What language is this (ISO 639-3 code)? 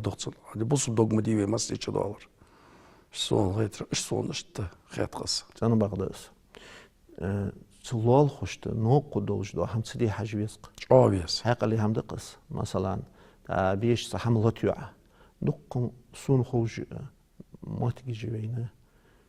inh